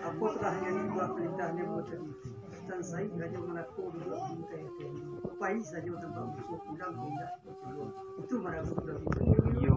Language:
Minangkabau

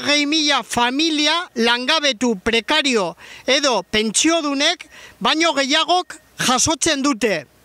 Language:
Basque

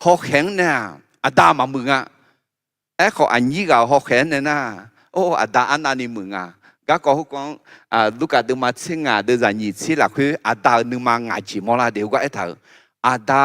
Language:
Akha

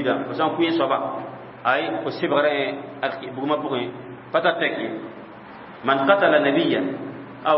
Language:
Mossi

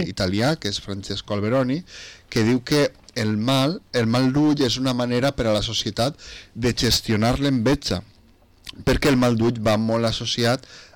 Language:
Catalan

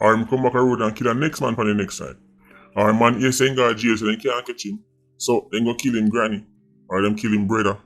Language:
Jamaican Creole English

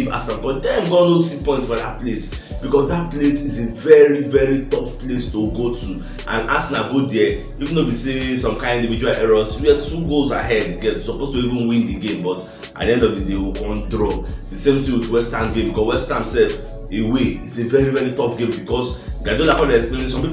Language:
Nigerian Pidgin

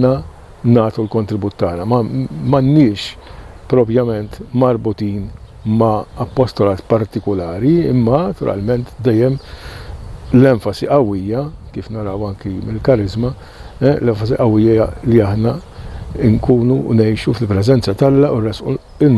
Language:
Maltese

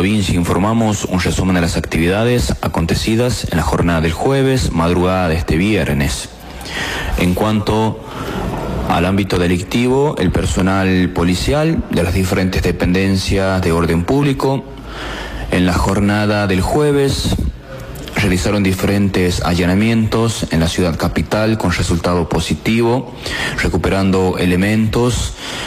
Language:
Spanish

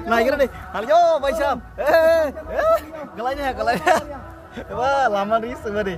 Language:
Kok Borok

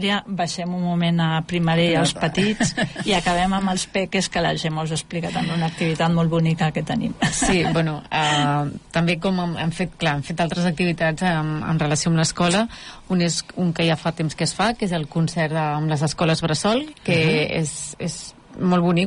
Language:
Catalan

